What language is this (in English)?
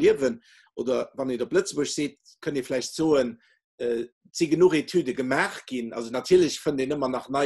Luxembourgish